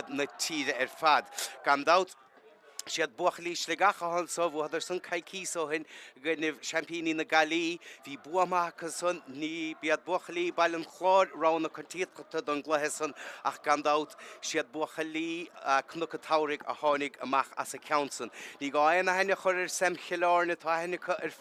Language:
Irish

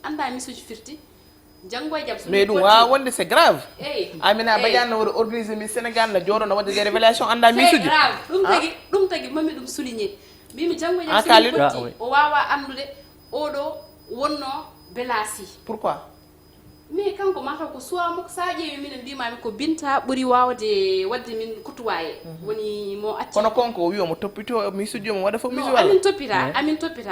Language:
Fula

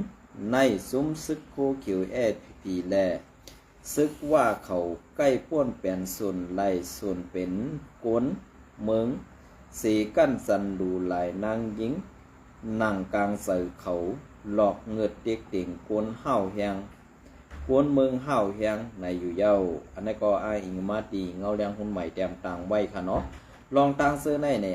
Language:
Shan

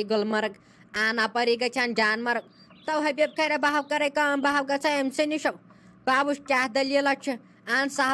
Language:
Kashmiri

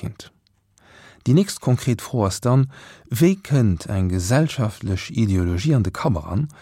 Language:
Luxembourgish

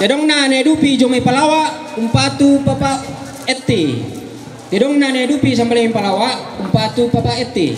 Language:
Toraja-Sa'dan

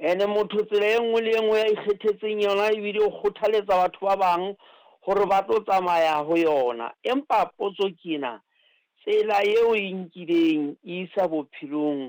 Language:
Southern Sotho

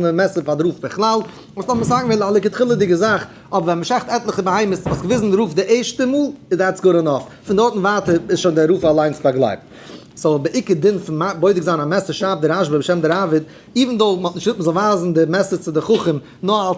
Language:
Yiddish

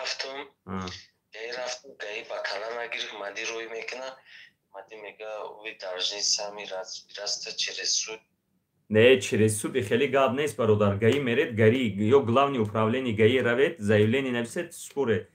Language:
Tajik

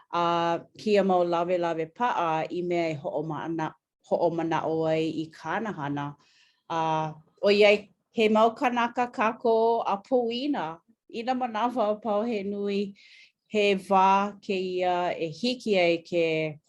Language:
Hawaiian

